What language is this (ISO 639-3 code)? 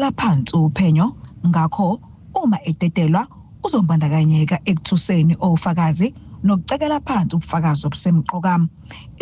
zul